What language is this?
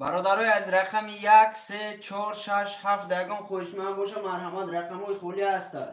Tajik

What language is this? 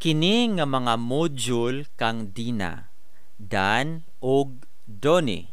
Cebuano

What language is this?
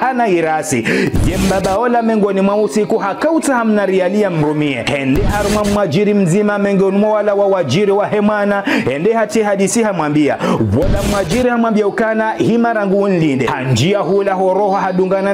Ngazidja Comorian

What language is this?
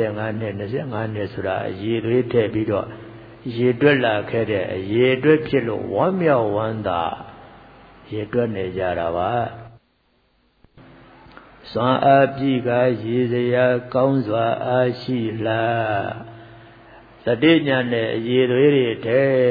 Burmese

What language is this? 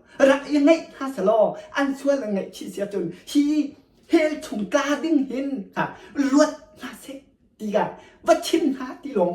Hakha Chin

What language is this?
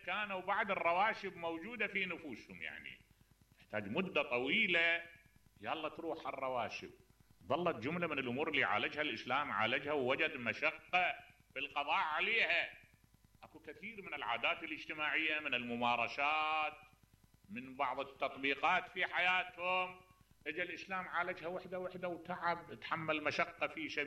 Mesopotamian Arabic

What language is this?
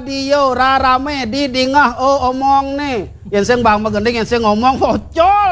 Balinese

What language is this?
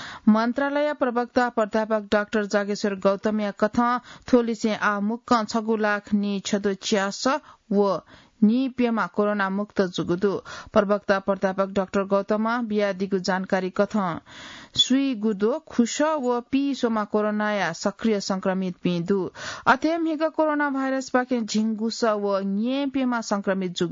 Newari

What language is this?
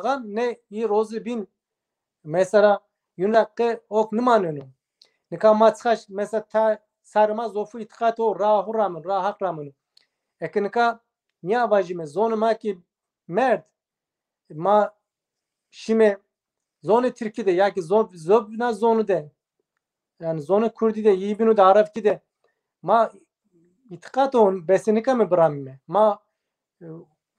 Zaza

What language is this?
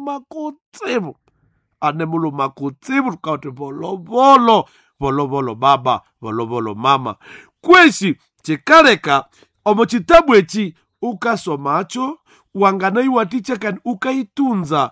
Nande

